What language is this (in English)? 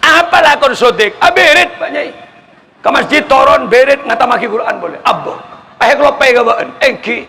Madurese